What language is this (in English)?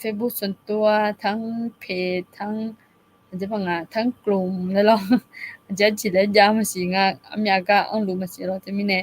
Akha